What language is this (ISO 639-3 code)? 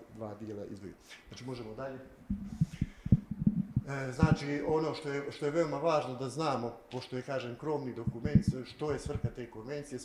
bos